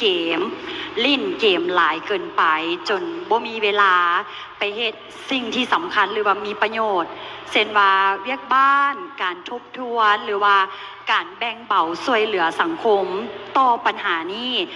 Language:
Lao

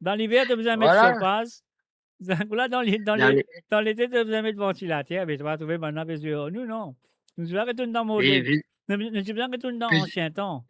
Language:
Morisyen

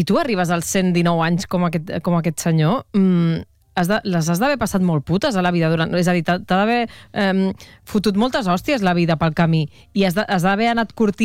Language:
Catalan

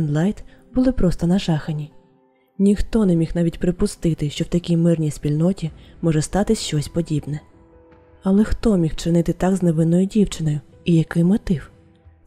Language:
Ukrainian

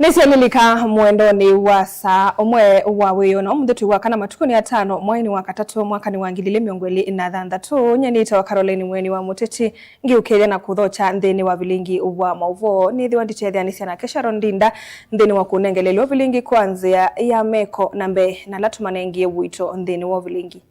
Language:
Kamba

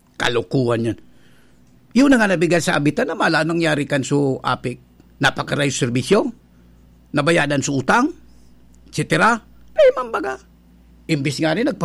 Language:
Bikol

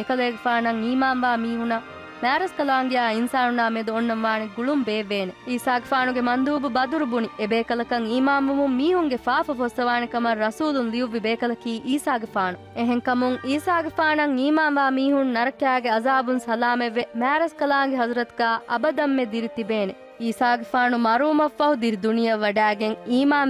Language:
Divehi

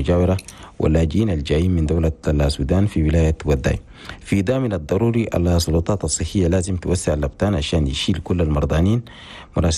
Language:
Chadian Arabic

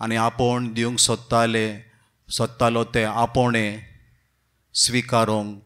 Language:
Konkani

